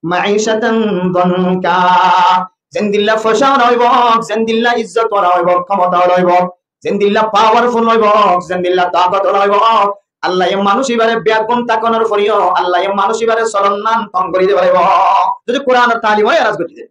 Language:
Rohingya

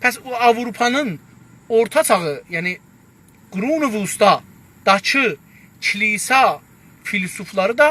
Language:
South Azerbaijani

